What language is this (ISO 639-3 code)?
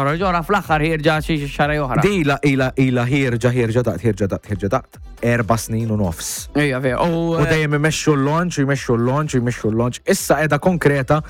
mlt